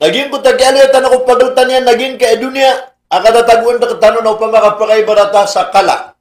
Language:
Maranao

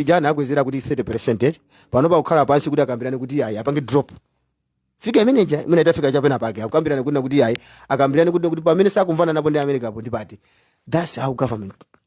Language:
Nyanja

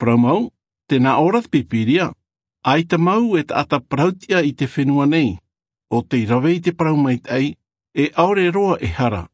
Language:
Tahitian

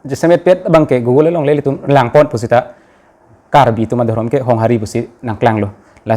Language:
Karbi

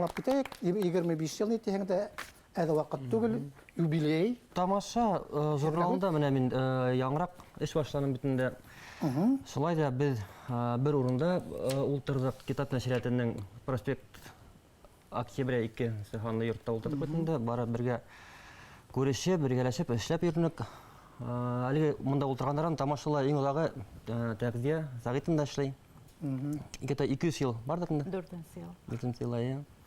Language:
Bashkir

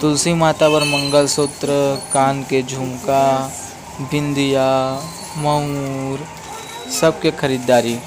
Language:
Chhattisgarhi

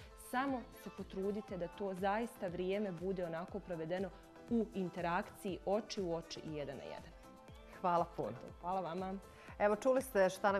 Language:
Bosnian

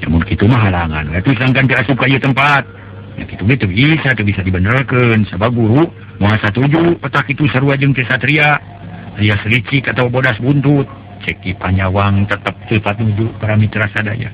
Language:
Sundanese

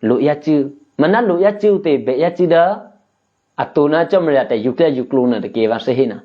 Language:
Eastern Kayah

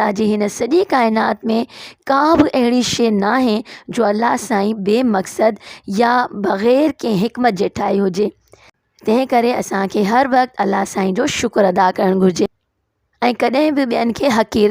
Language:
Sindhi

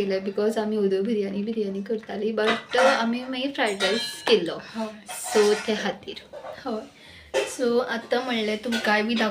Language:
Konkani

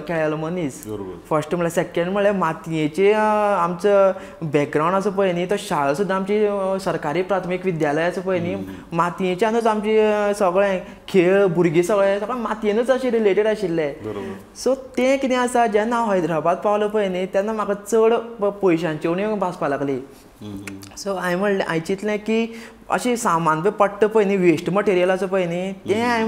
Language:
Konkani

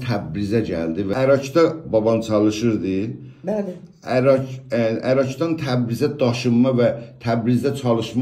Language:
South Azerbaijani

